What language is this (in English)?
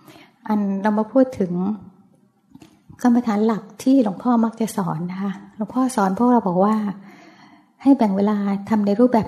Thai